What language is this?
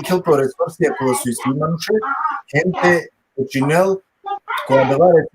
Balkan Romani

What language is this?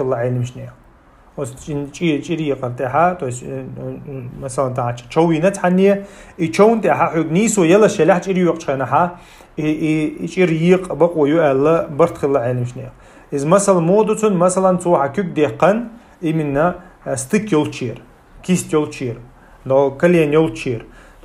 Chechen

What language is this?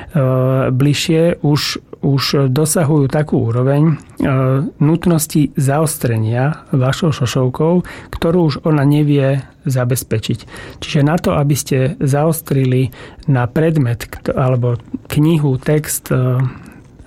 Slovak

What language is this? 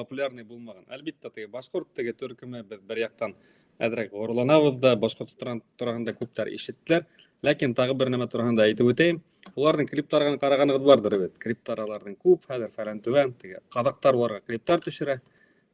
Bashkir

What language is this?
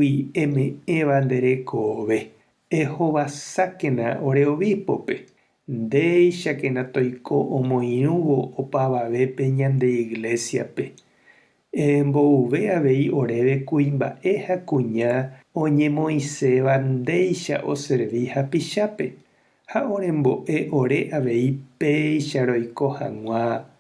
Guarani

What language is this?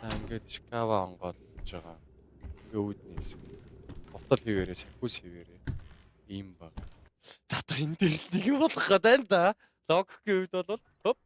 Mongolian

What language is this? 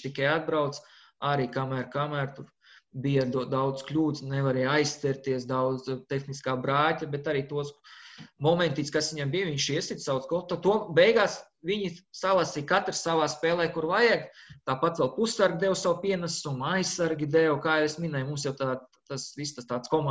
Latvian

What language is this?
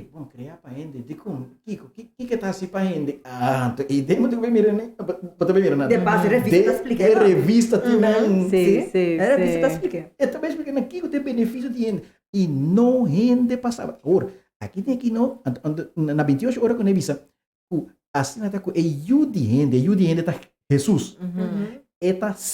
Papiamento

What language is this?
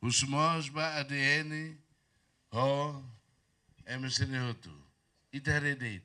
Tetum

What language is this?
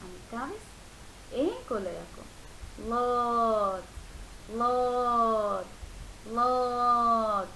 Divehi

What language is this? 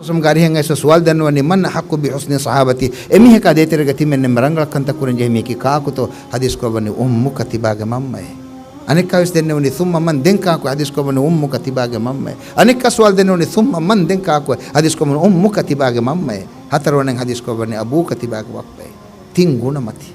Divehi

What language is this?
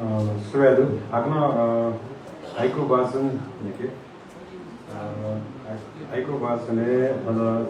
Newari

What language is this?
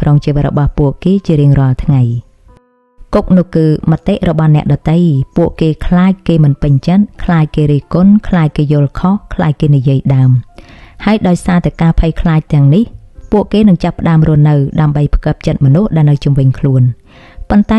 Khmer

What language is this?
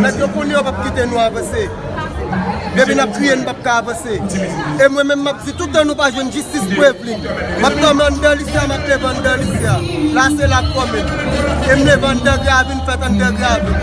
Haitian Creole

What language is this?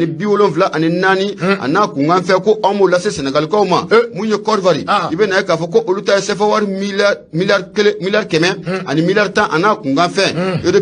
Bambara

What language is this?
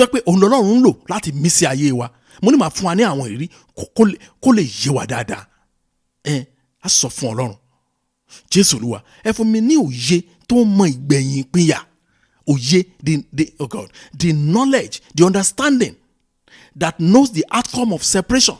Yoruba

